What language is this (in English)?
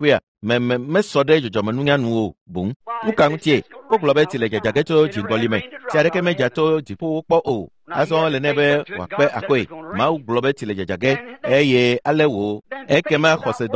Ewe